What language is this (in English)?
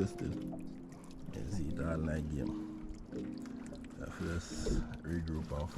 Jamaican Creole English